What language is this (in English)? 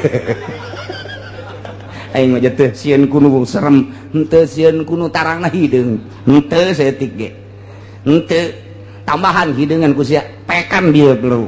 Sundanese